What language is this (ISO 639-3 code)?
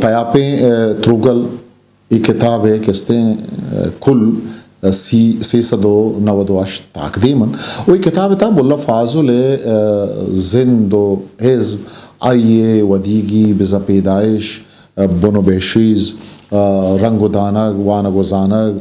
bgp